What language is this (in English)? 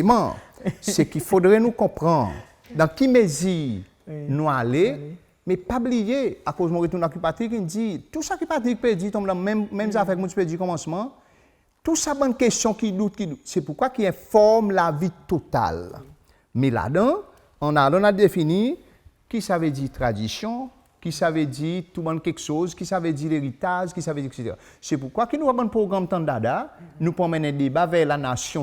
Seselwa Creole French